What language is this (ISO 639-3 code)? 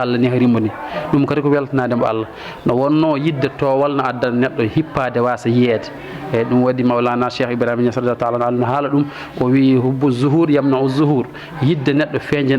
ful